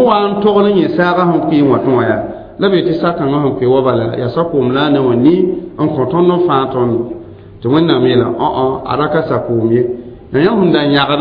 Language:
Mossi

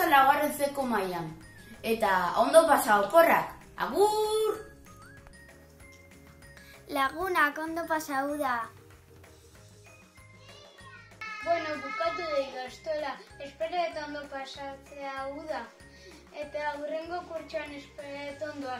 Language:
Basque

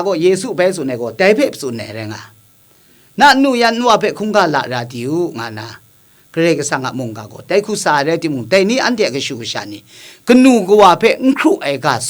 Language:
Kachin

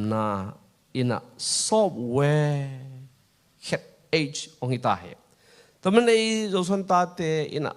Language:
Tedim Chin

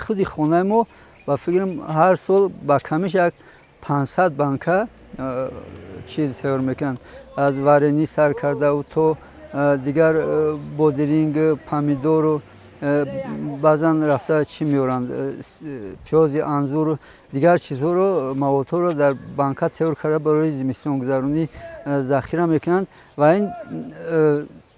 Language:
Tajik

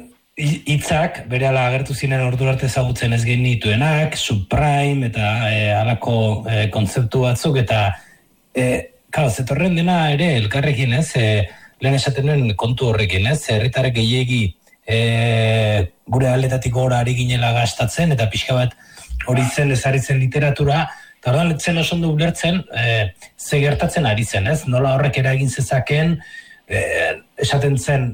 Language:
Basque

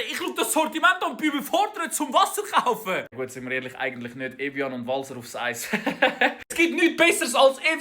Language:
Swiss German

